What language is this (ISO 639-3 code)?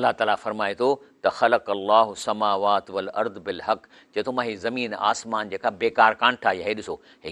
snd